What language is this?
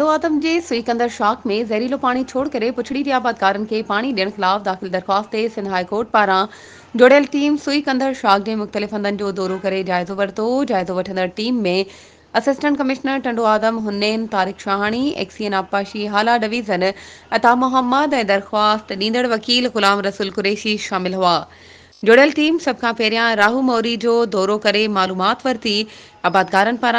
Sindhi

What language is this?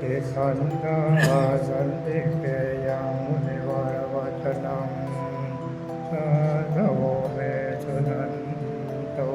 Pali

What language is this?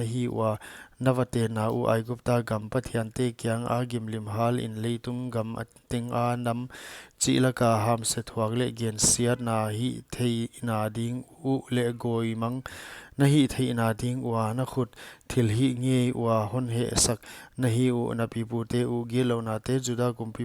Paite Chin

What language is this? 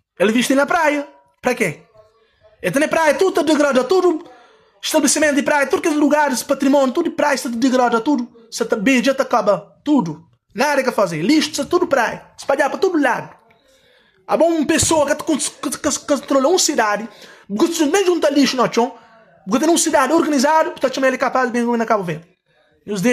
Kabuverdianu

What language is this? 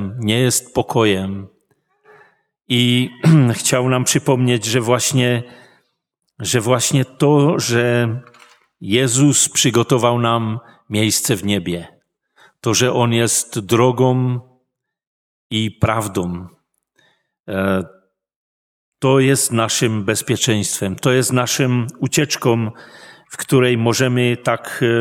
Polish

